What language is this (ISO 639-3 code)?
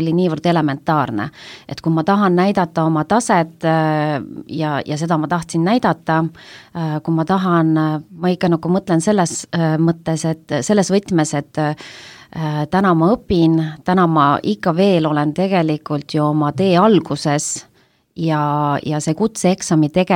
est